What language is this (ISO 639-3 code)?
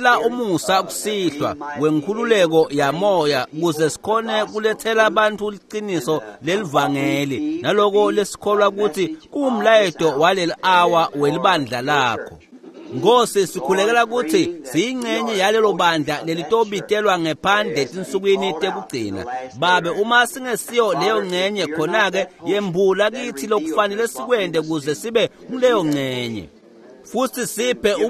ssw